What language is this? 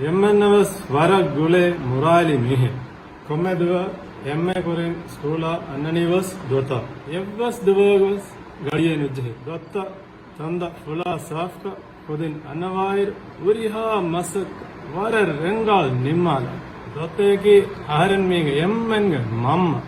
Divehi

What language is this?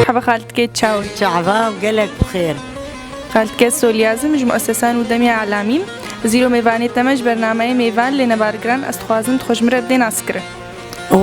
Kurdish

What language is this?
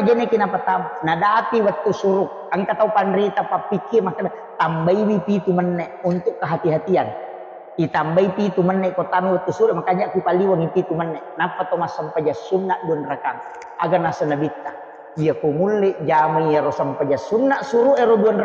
Buginese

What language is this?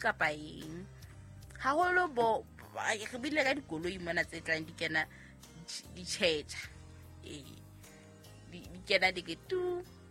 Southern Sotho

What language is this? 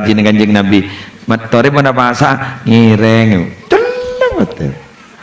Madurese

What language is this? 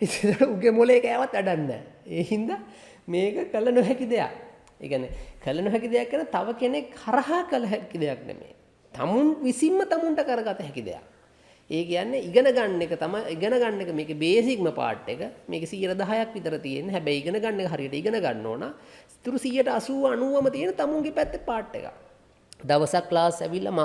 Sinhala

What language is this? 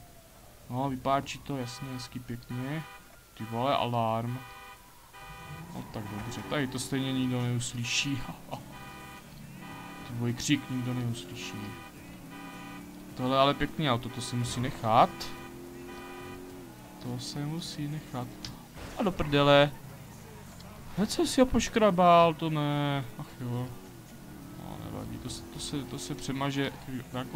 Czech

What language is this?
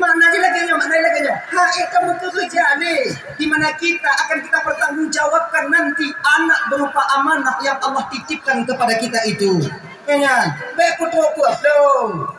Achinese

